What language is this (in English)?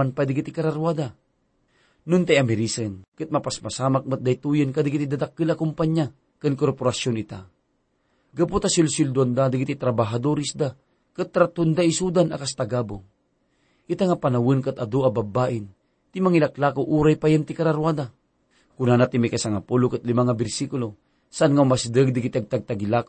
Iloko